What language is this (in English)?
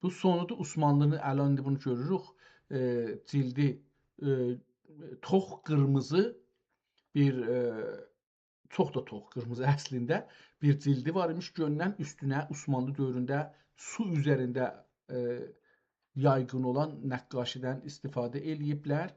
South Azerbaijani